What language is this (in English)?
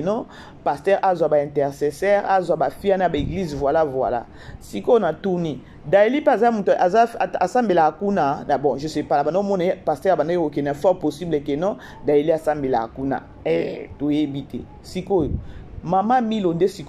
Lingala